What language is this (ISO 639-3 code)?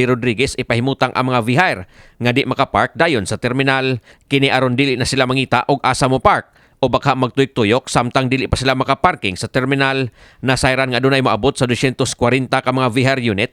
ceb